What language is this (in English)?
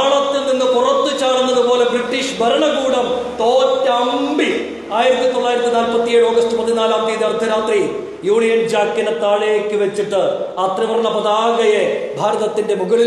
Malayalam